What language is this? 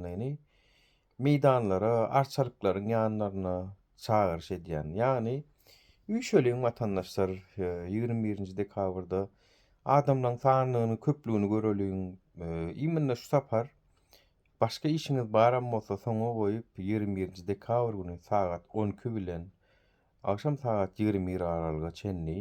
Turkmen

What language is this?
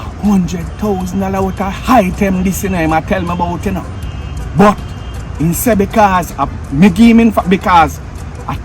Jamaican Creole English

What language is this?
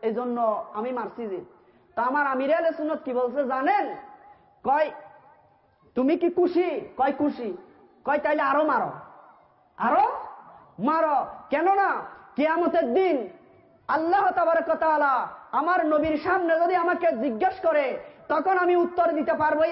Bangla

